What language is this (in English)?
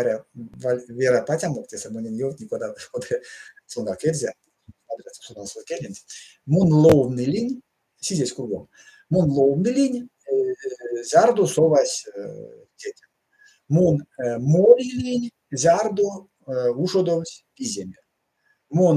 Erzya